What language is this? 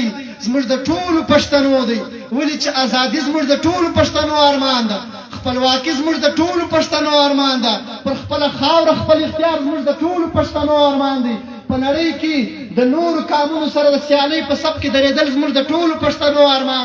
Pashto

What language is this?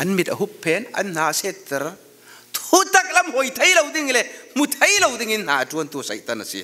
Falam Chin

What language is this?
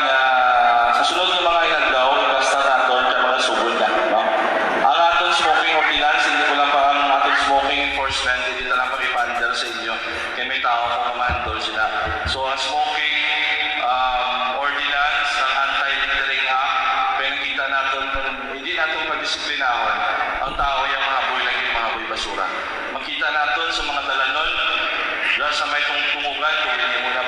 Hiligaynon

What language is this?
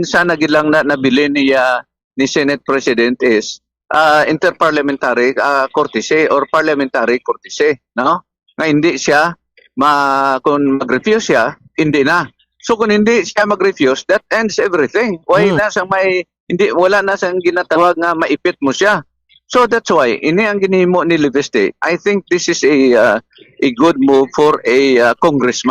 Hiligaynon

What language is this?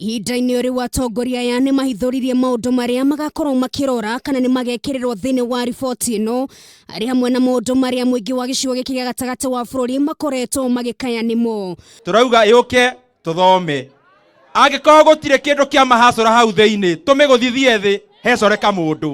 Kikuyu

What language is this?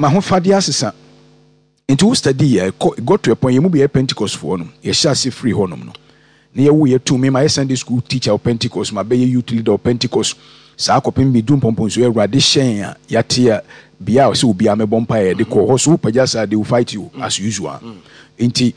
Akan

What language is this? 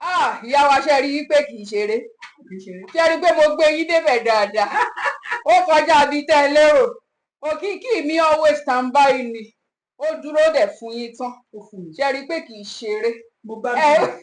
Yoruba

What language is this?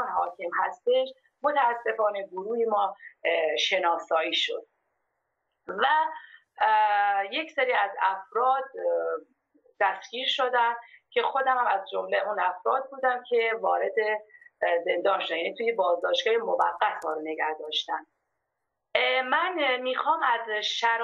Persian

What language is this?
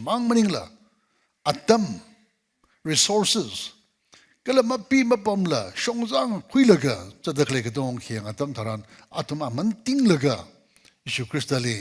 Tangkhul Naga (India)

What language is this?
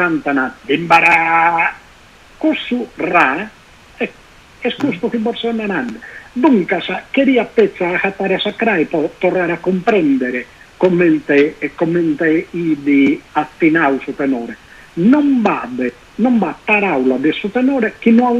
Sardinian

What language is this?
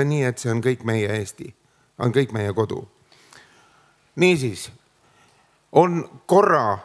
Estonian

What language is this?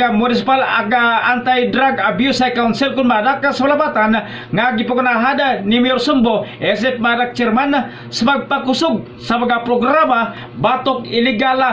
Cebuano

